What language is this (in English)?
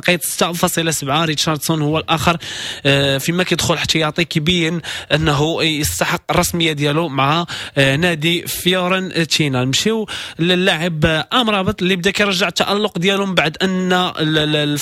Moroccan Arabic